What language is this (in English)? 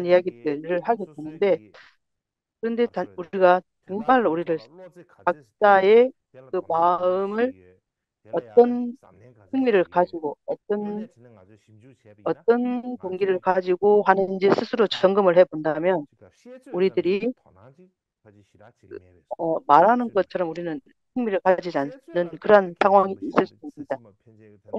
Korean